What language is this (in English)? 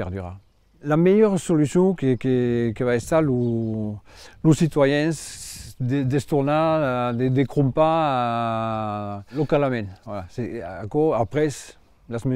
Occitan